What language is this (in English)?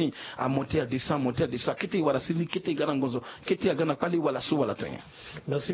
Sango